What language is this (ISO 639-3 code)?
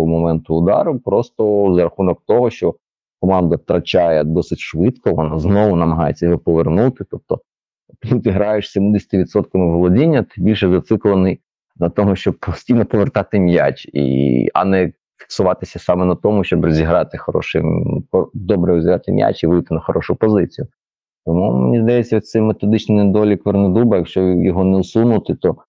ukr